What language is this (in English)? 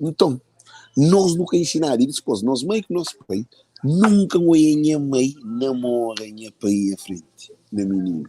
Kabuverdianu